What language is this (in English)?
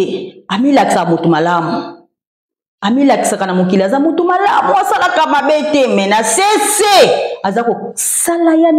Lingala